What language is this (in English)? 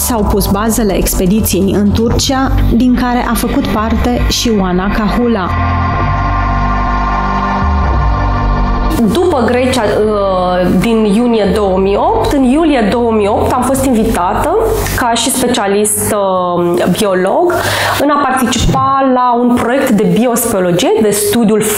Romanian